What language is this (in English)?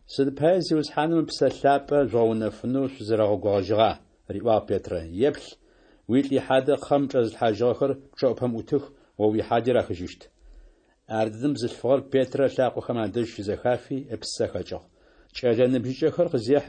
Adyghe